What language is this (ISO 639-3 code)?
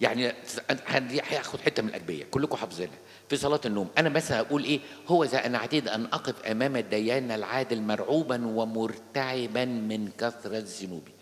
arz